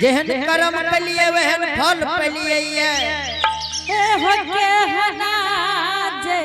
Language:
Angika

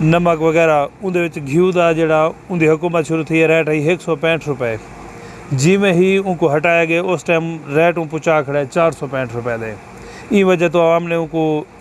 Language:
Saraiki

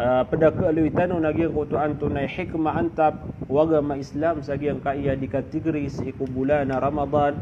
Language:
Maranao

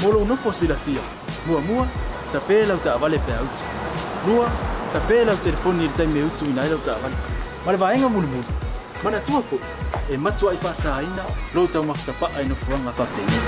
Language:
Samoan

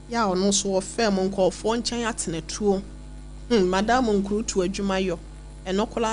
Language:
Akan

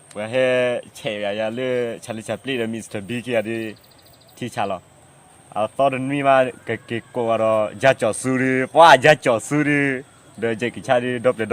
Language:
S'gaw Karen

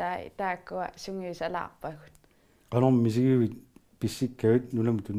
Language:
Kalaallisut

